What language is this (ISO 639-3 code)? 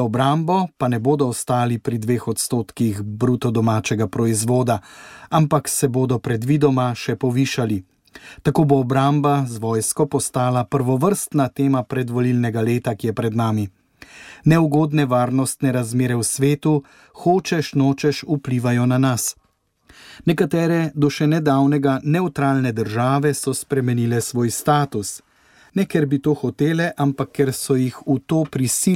slv